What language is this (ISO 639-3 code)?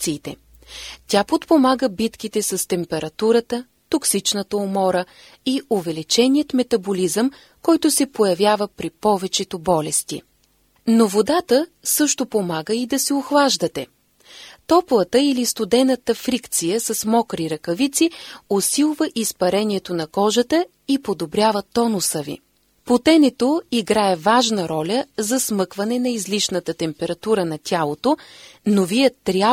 bul